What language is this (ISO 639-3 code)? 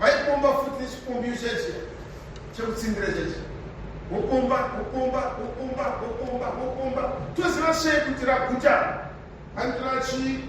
sna